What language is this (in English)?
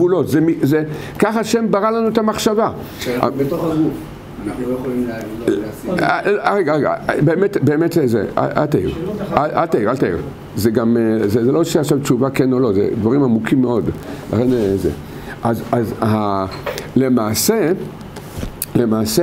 Hebrew